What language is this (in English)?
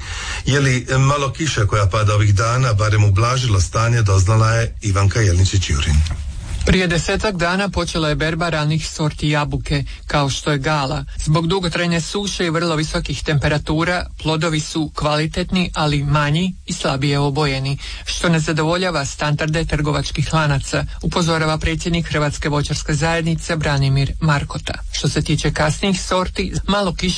Croatian